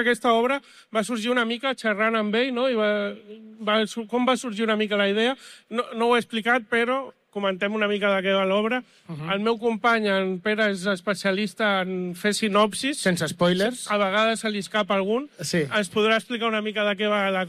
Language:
Catalan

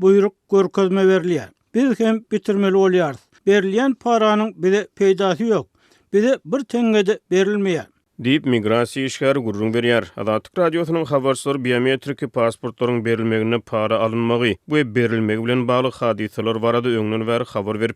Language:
Turkmen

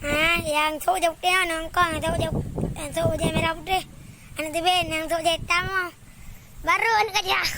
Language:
Achinese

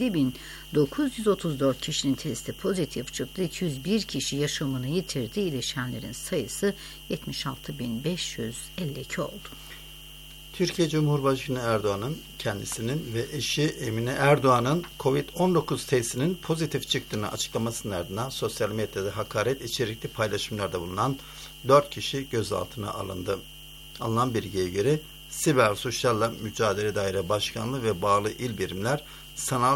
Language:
Turkish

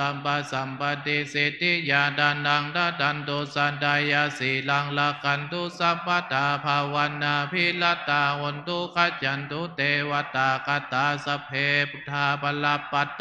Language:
Pali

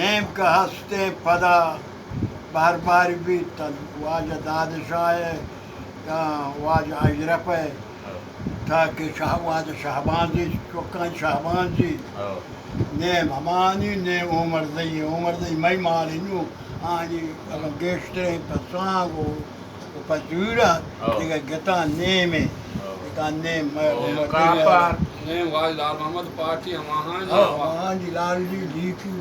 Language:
Baluchi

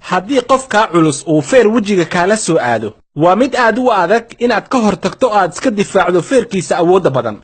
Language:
Somali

